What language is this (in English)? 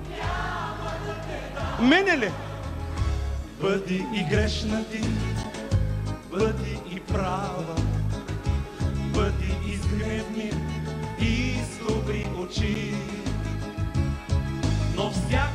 Bulgarian